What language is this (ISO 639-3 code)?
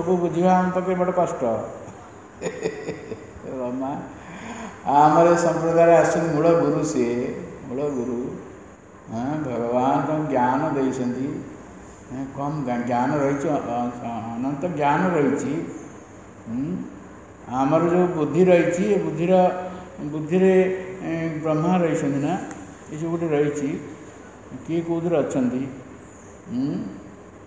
ori